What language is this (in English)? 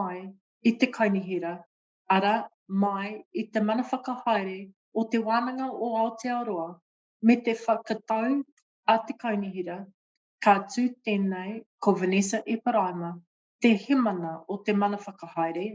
Māori